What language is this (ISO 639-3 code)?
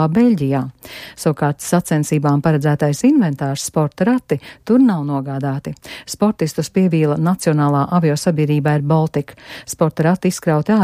lav